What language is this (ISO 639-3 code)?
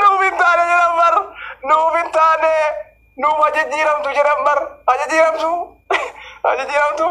orm